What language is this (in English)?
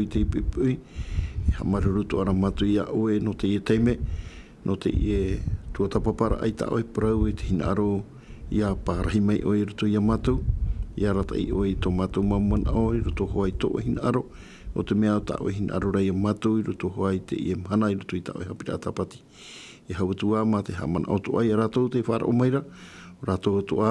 Tahitian